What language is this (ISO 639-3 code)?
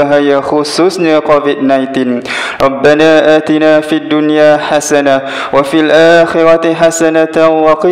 msa